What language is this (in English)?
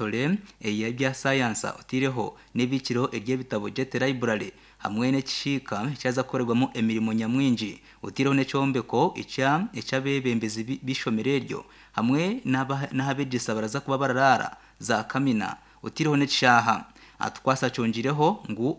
Nyankole